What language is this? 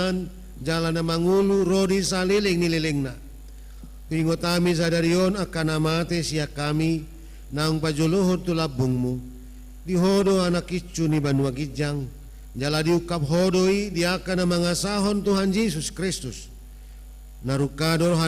Batak Toba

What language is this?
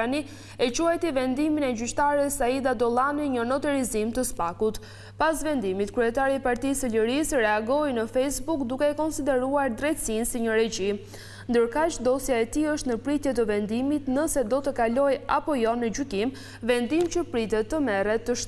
Albanian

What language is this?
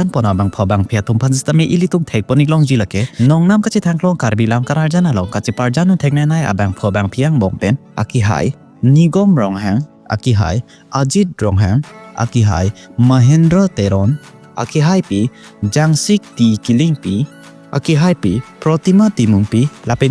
Karbi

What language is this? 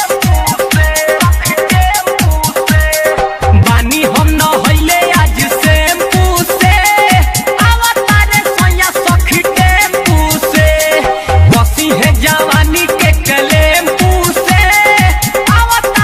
Bhojpuri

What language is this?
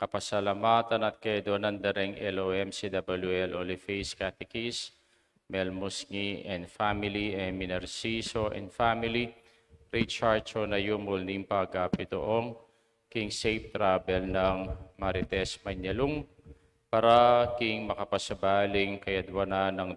Pampanga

